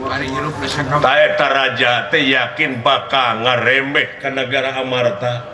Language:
Sundanese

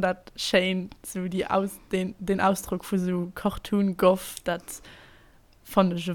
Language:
Luxembourgish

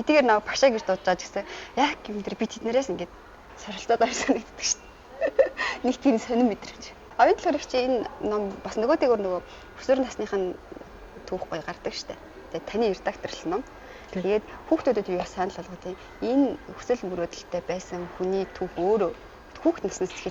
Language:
Mongolian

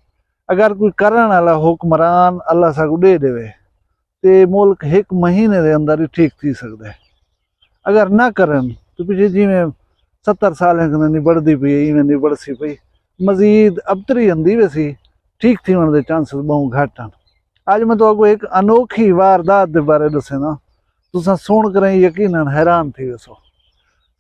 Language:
Saraiki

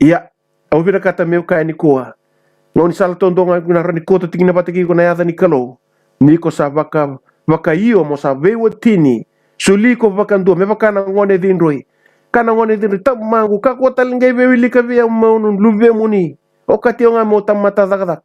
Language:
Fijian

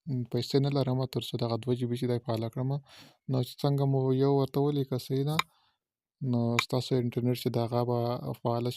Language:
Pashto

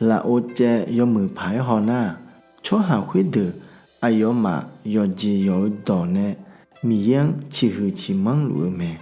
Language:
Akha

